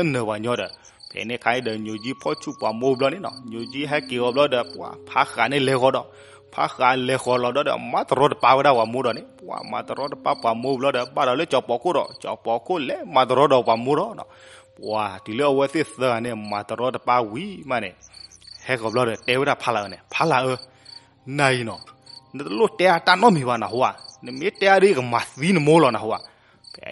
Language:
S'gaw Karen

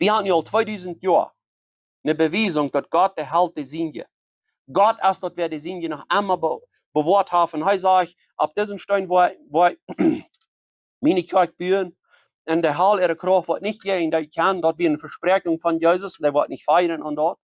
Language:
Plautdietsch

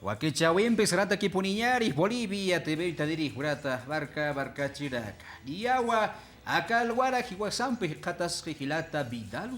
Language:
Aymara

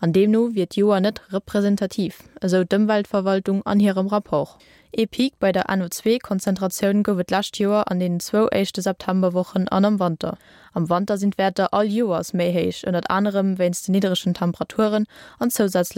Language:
Luxembourgish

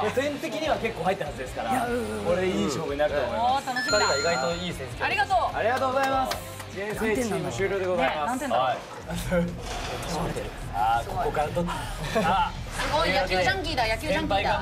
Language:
Japanese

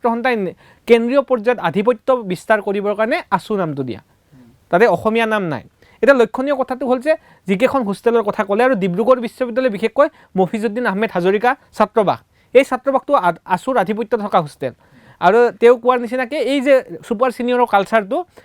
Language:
Assamese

